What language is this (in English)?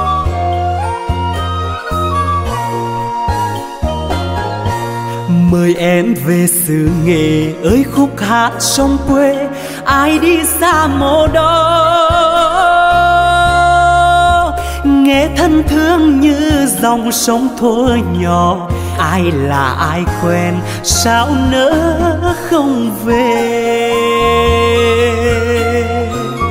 Vietnamese